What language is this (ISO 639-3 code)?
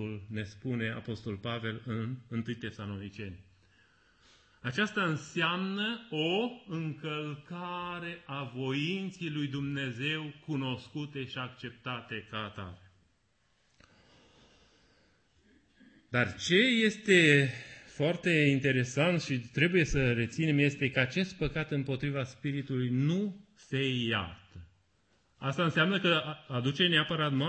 ron